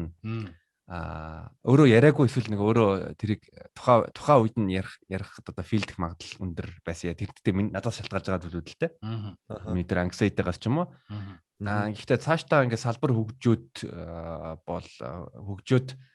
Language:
Mongolian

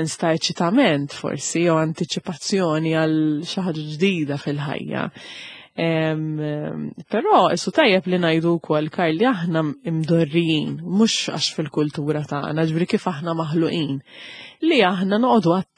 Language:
Maltese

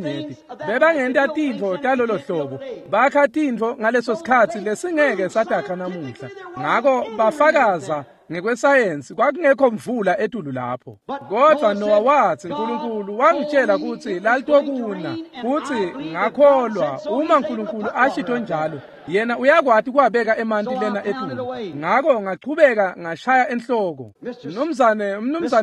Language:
Swati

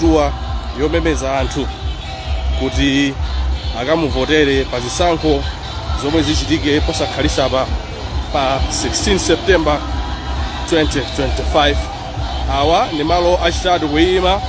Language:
Nyanja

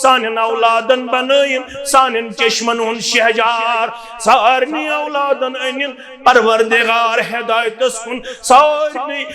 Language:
Kashmiri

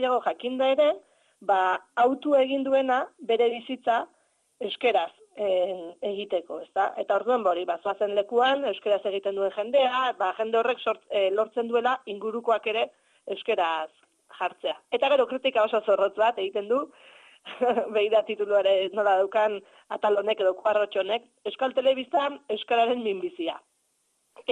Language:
Basque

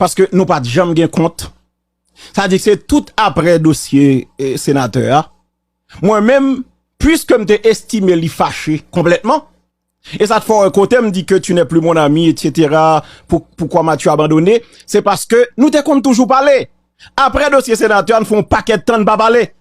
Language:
Haitian Creole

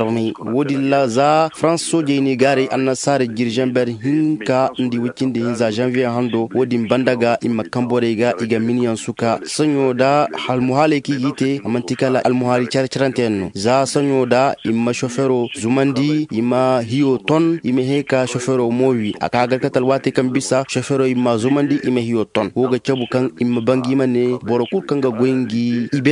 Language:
Zarma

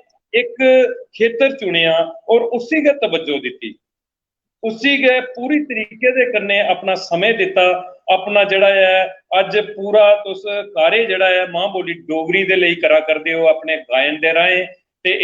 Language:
Dogri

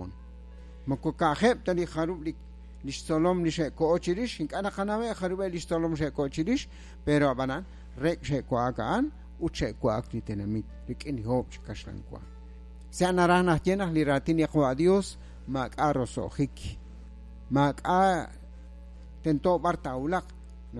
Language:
Kekchí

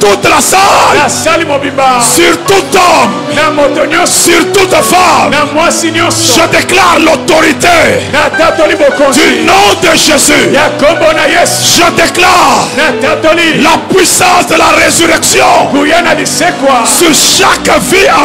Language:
French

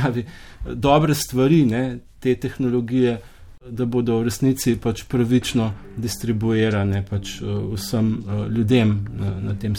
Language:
Slovenian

